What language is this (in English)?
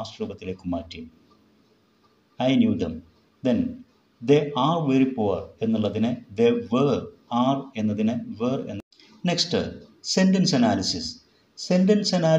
Malayalam